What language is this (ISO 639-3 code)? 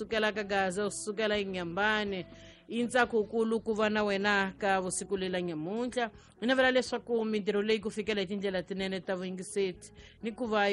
tso